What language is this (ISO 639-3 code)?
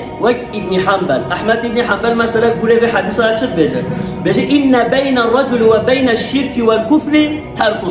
kur